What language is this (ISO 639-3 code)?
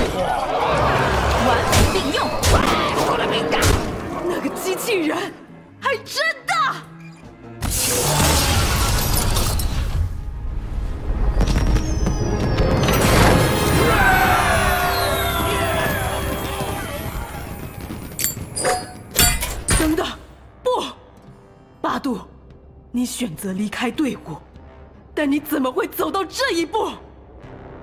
zho